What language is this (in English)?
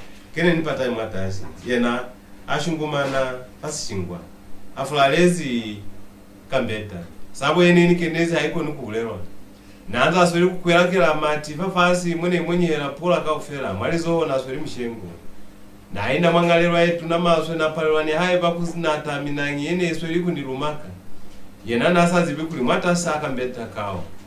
Lozi